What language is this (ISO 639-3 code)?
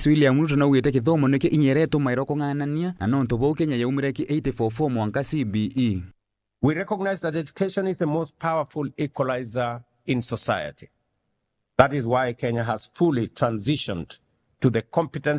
mer